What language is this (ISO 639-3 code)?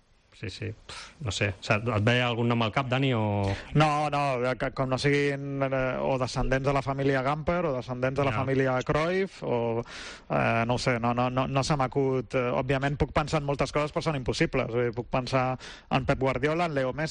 cat